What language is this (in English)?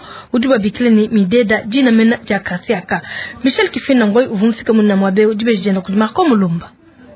Luba-Lulua